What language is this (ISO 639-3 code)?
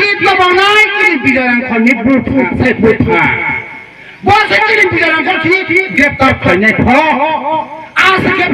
trp